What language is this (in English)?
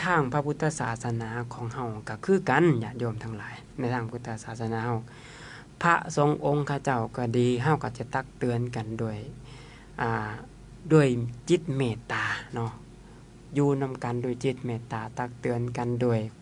Lao